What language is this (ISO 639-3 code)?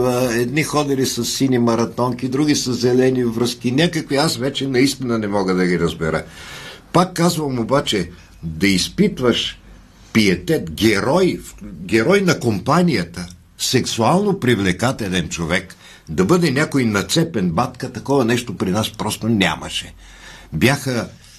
bul